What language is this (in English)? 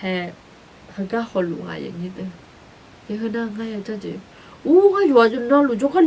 Akha